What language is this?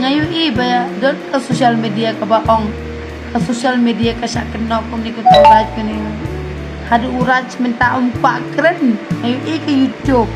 Khasi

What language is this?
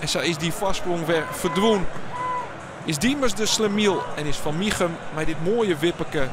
Western Frisian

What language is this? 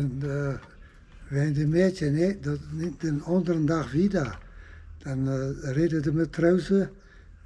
Plautdietsch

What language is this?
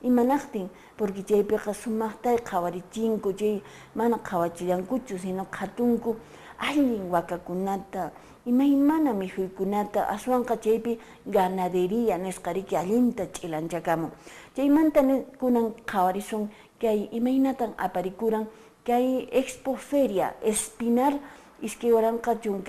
Quechua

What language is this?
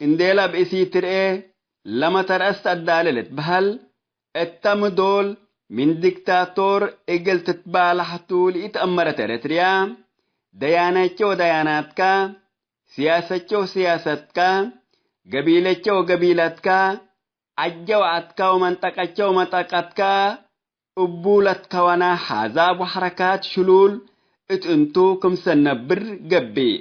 Tigre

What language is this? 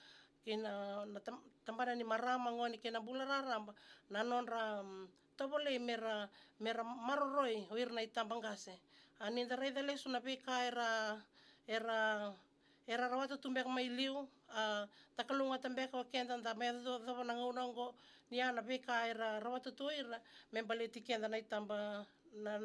Fijian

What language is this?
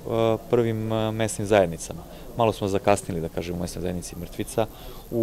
Serbian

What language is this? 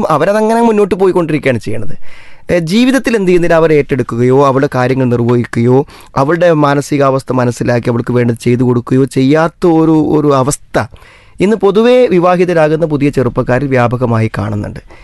Malayalam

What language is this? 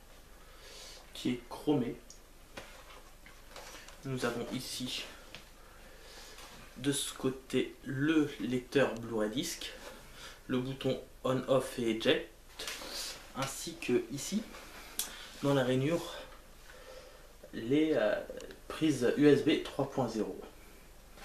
French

